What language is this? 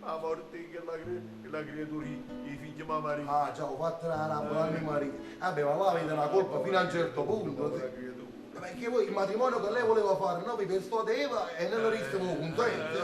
Neapolitan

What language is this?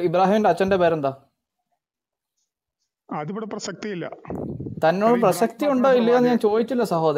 Malayalam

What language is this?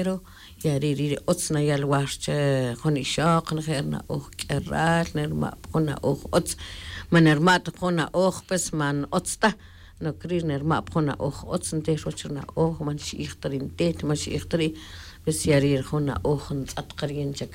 Tz'utujil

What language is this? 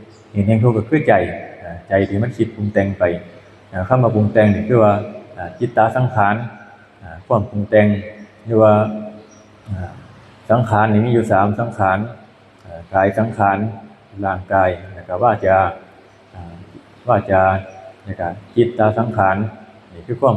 Lao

